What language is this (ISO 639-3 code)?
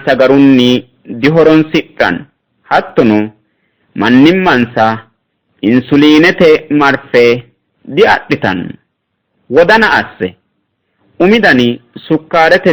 sid